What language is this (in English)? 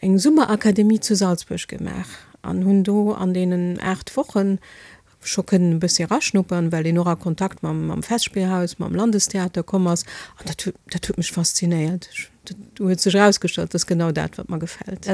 Luxembourgish